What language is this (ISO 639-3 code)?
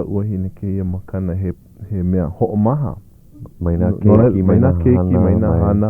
haw